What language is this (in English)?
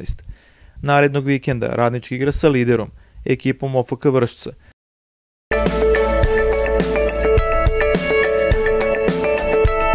Serbian